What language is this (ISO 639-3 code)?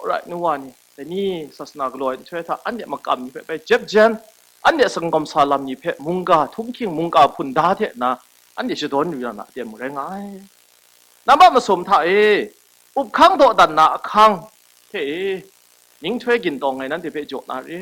kac